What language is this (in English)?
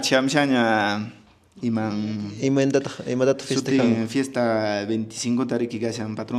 Quechua